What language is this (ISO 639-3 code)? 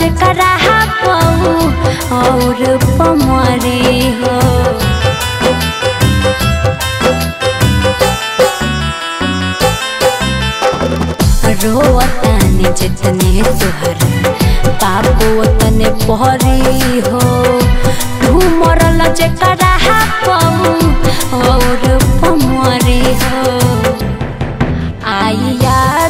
bho